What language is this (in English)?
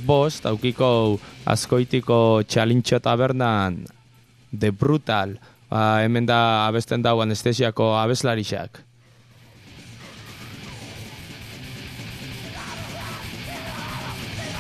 Basque